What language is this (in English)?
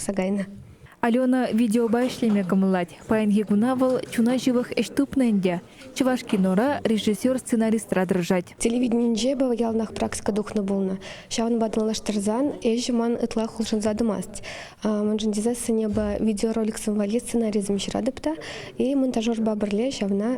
Chuvash